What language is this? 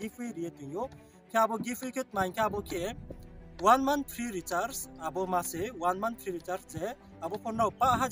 Riang (India)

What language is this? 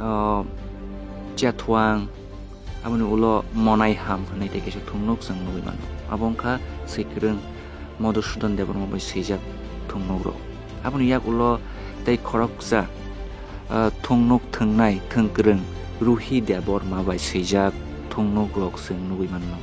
Kok Borok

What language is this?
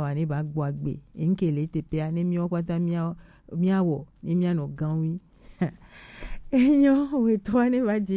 Gen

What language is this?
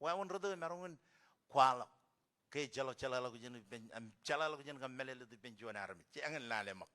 Marshallese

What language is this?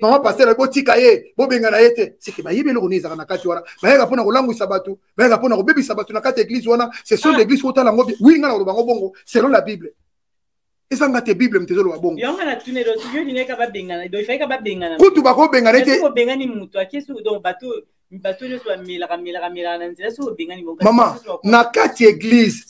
Lingala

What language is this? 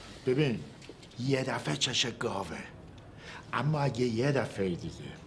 Persian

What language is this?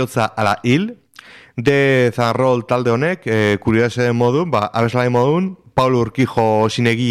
Basque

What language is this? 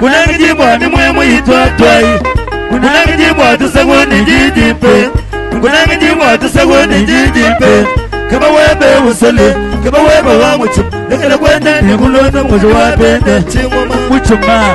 Luba-Lulua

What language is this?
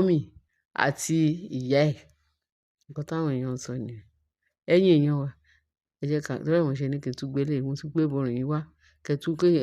Yoruba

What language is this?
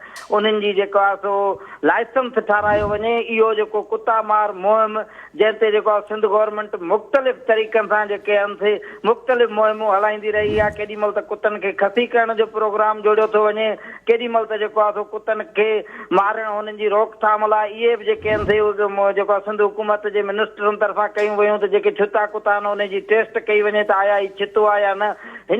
Sindhi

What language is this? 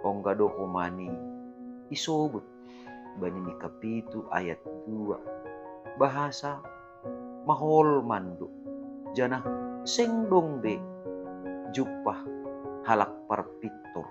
Batak Simalungun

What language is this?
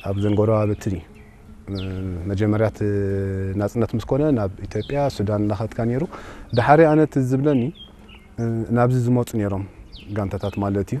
Tigrinya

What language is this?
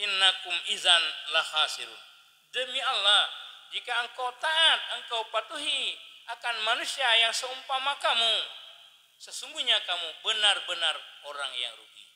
Achinese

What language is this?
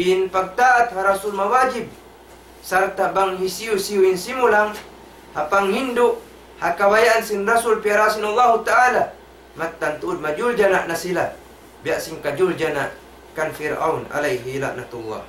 Tausug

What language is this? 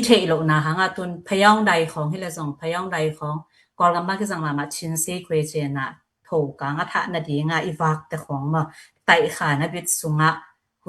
Tedim Chin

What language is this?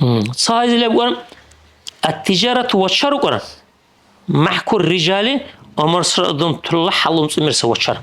Dargwa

